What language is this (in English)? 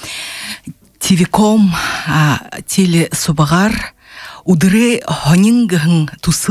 Buriat